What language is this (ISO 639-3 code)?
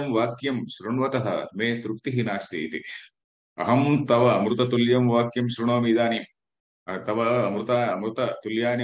san